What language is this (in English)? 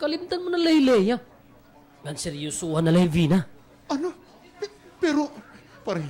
Waray